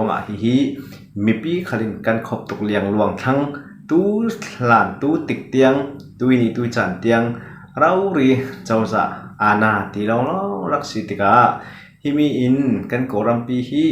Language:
Falam Chin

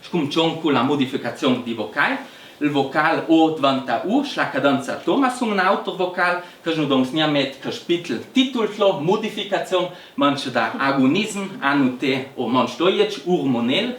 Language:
Ladin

